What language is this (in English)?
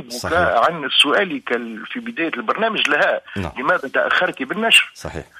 Tunisian Arabic